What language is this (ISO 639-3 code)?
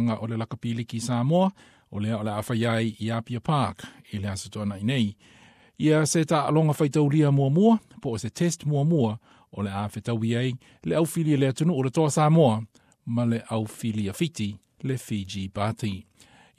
smo